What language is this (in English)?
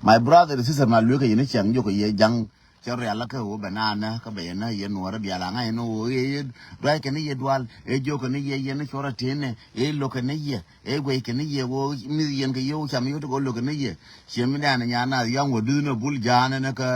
Nuer